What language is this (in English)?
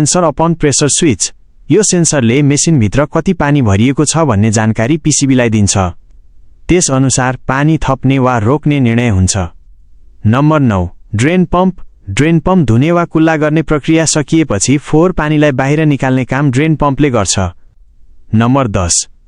Nepali